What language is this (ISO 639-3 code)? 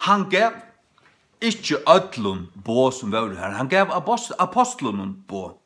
fao